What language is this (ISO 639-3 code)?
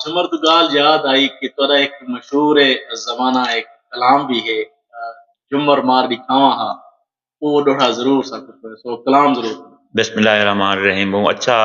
skr